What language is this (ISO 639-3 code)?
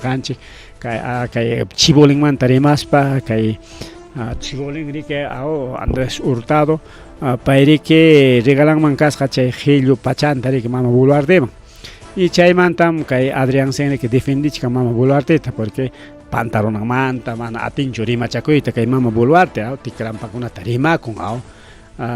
quy